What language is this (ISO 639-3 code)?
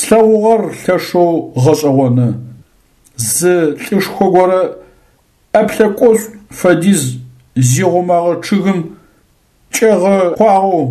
ady